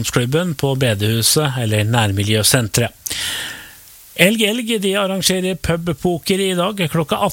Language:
Norwegian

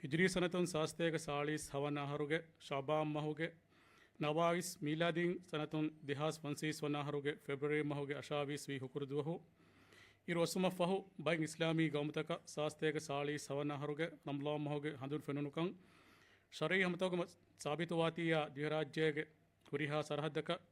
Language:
Divehi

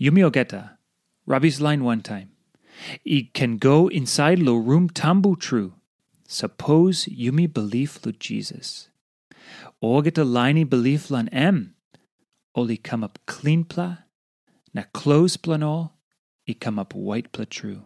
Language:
Tok Pisin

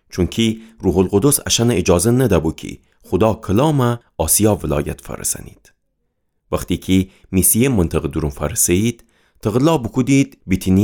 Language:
Gilaki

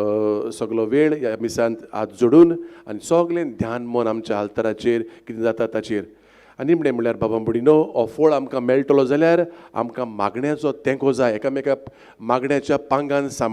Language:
Konkani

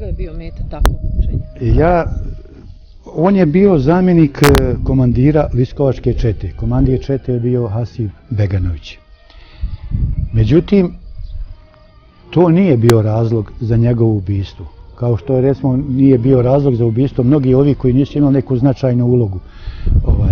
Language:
Bosnian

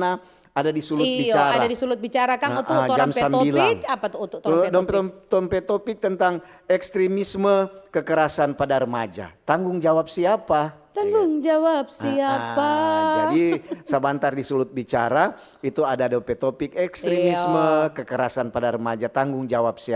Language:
Manado Malay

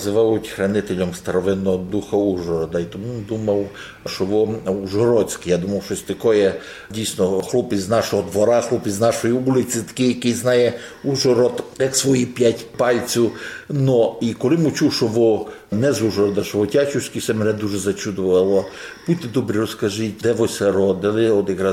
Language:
Rusyn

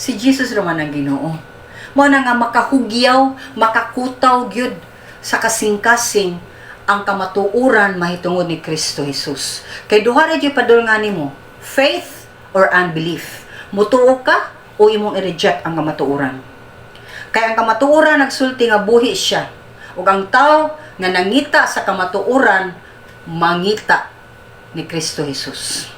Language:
Cebuano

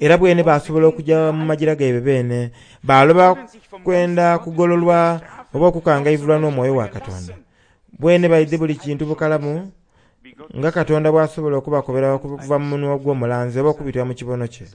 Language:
Soga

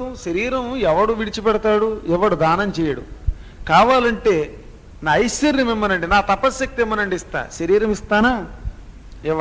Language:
Telugu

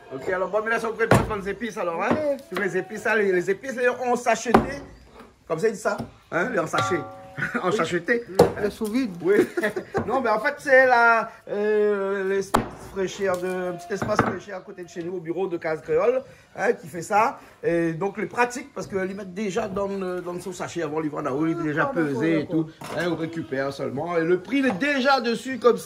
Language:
Réunion Creole French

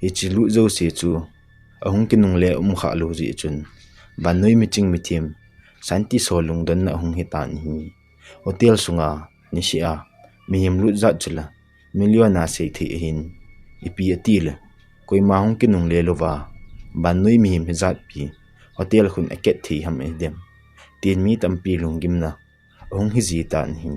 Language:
Thado Chin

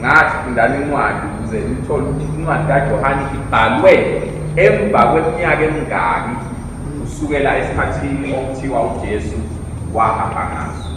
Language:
Zulu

